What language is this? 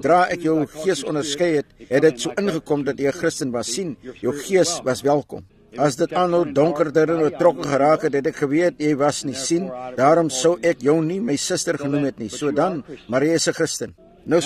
Afrikaans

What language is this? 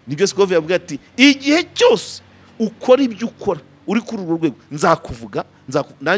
Kinyarwanda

